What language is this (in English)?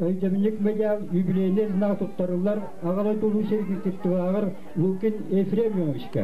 Yakut